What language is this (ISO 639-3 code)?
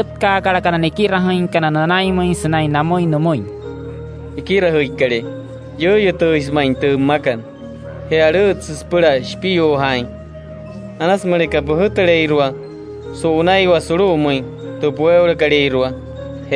guc